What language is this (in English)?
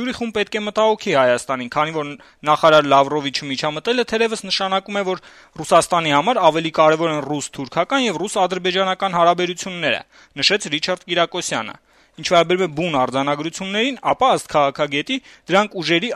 Armenian